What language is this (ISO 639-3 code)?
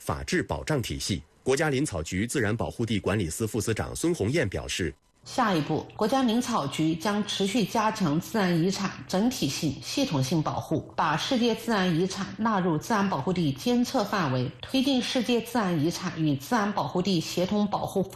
zho